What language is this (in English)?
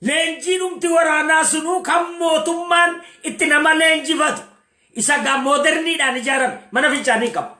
Oromo